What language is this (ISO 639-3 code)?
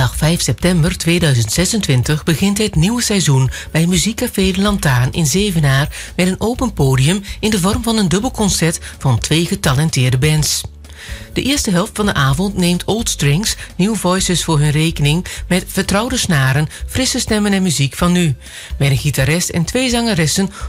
nld